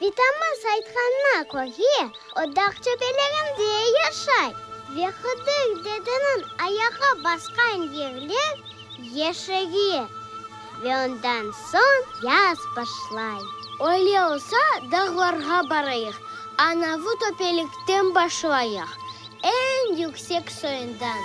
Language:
Crimean Tatar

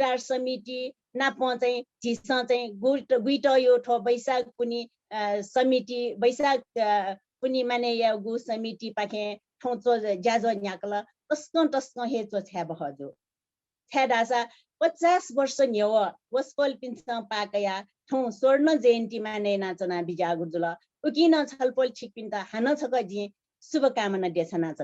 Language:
Newari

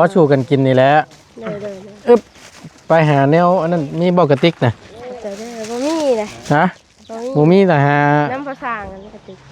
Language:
Northeastern Thai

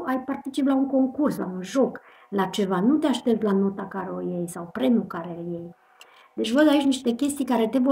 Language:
Romanian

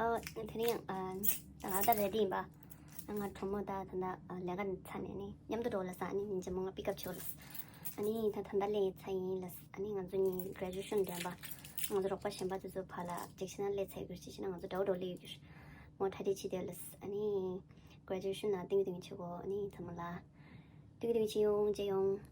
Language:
Tibetan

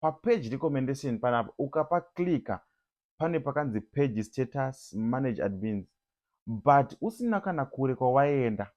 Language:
Shona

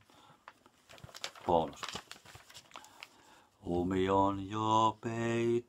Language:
Finnish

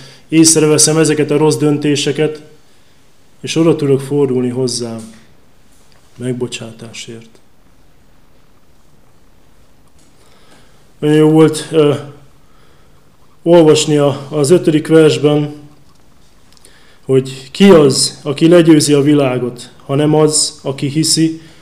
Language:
Hungarian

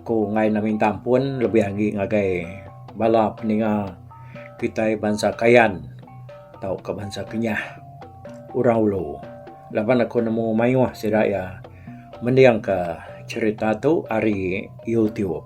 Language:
Iban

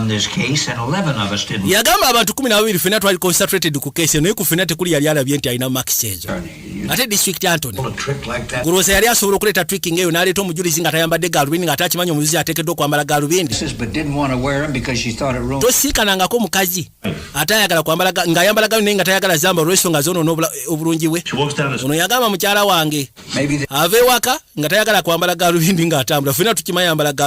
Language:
Ganda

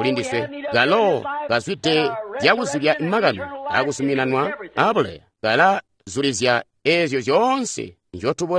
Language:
Tonga (Zambia)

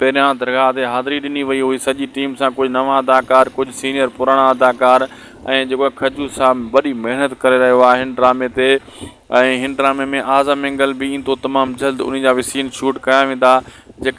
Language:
Sindhi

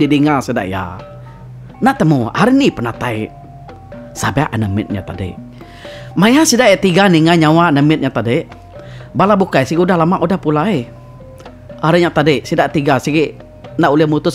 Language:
Iban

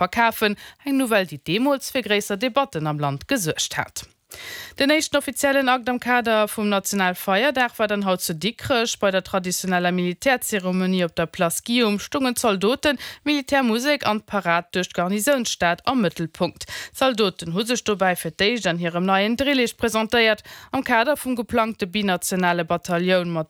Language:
Luxembourgish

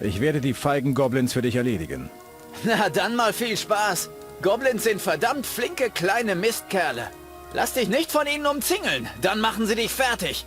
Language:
Bavarian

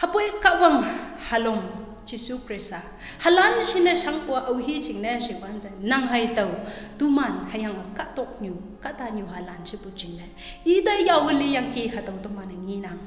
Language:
Konyak Naga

